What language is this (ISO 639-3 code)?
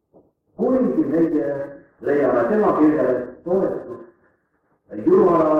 est